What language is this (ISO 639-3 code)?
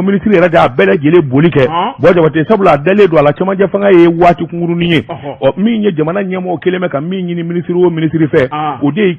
bam